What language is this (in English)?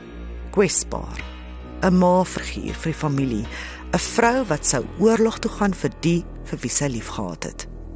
Afrikaans